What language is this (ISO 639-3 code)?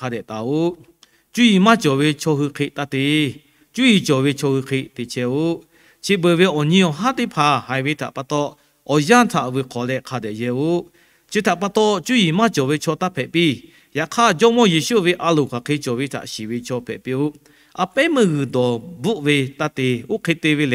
lhu